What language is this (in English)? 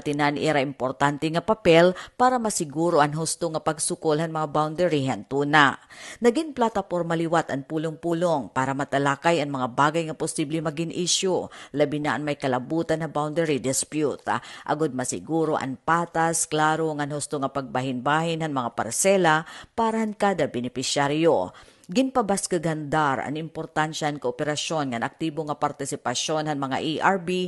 Waray